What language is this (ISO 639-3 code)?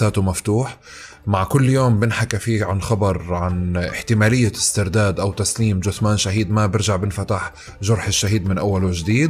apc